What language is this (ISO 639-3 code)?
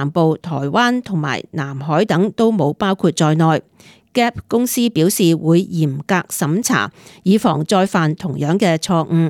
yue